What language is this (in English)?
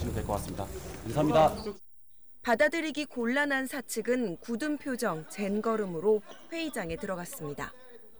Korean